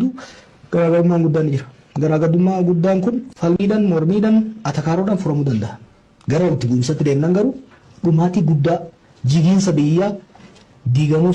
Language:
Oromo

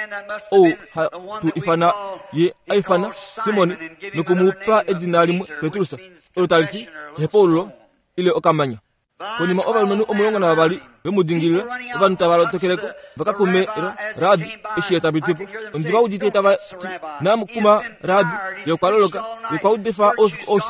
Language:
Kuanyama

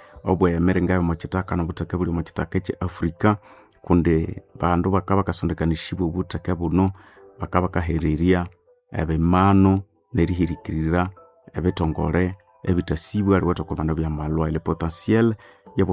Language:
Nande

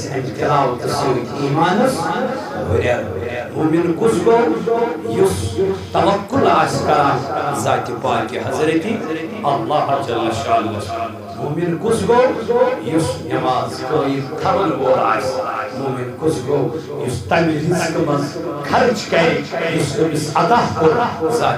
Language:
Kashmiri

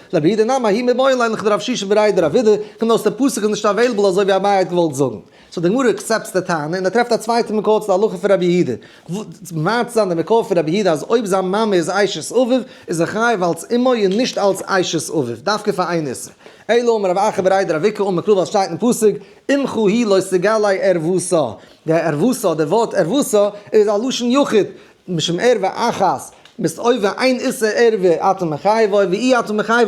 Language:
Yiddish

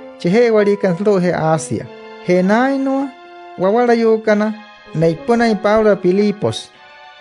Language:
Wayuu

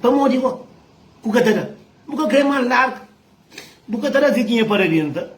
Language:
Kabuverdianu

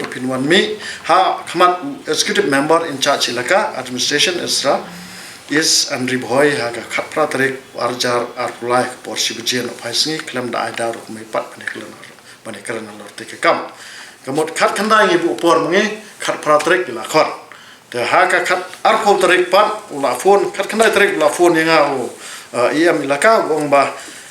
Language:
Khasi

